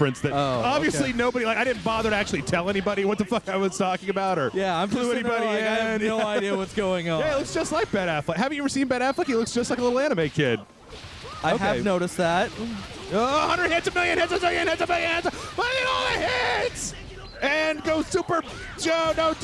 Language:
English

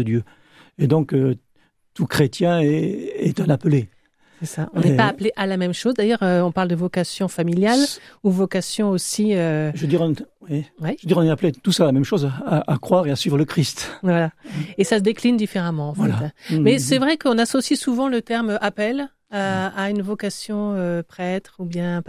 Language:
French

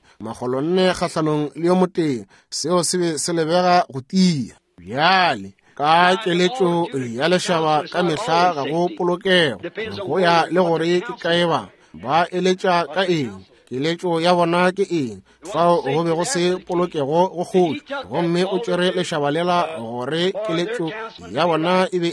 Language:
Northern Sotho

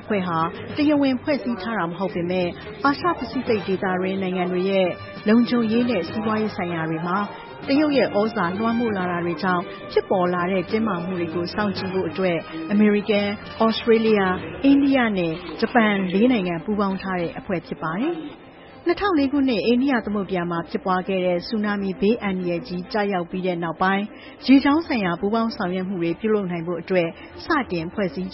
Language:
Burmese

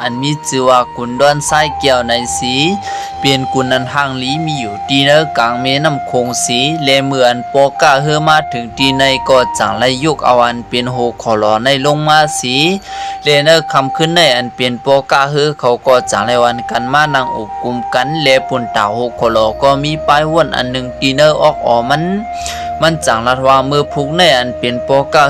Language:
Shan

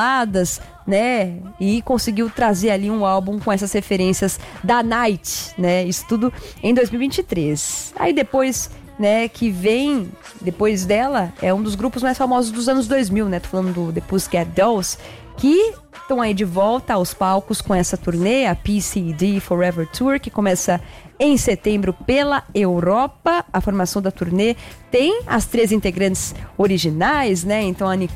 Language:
Portuguese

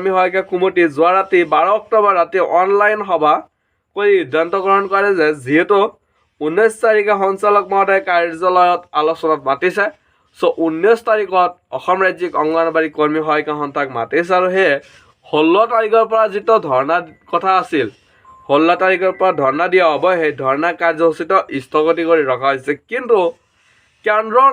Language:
Assamese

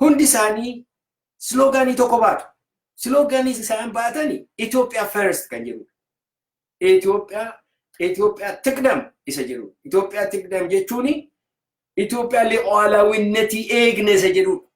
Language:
Oromo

